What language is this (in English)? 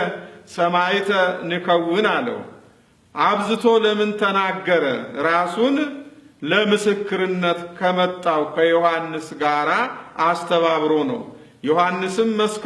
Amharic